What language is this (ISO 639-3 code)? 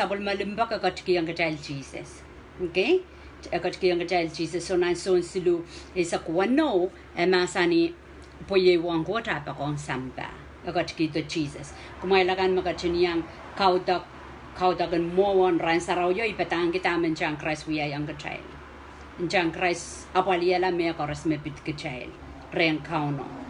pon